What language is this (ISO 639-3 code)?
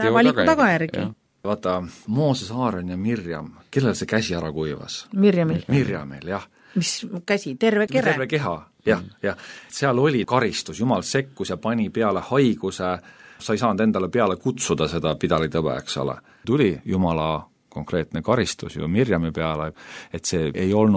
est